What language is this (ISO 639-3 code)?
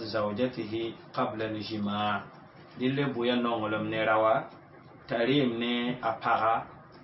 mos